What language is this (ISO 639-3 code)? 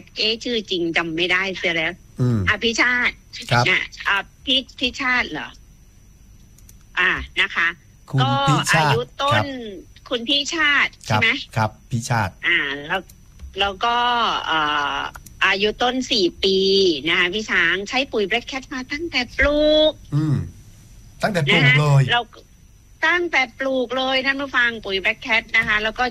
tha